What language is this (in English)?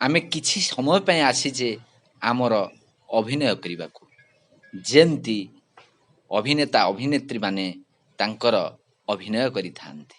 Odia